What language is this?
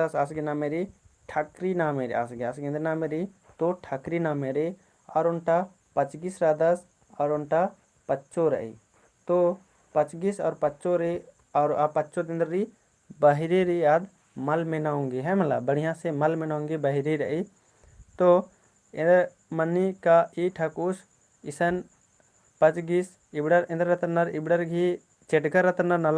Kurukh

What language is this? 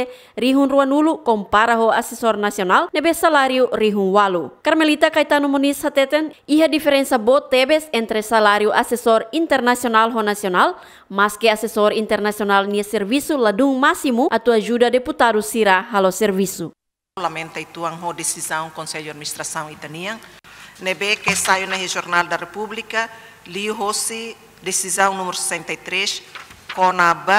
Tetum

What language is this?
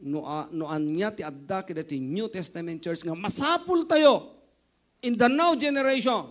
Iloko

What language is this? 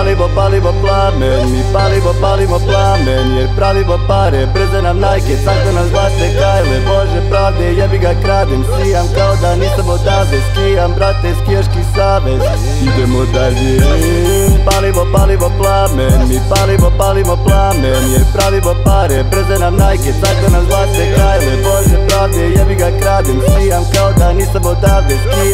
Serbian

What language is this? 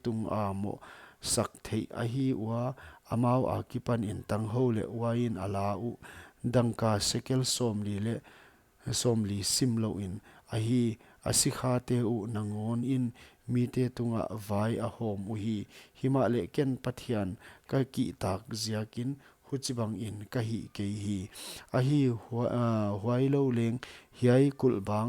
Paite Chin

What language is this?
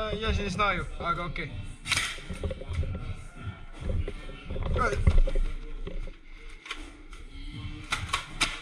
Estonian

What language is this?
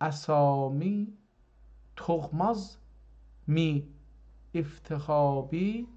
South Azerbaijani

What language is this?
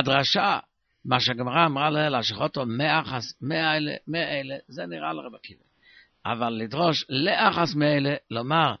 Hebrew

